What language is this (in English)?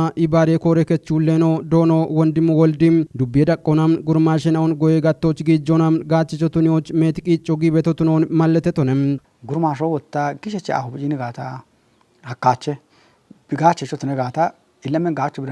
Kafa